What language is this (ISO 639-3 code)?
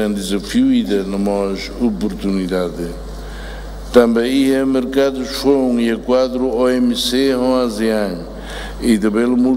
tet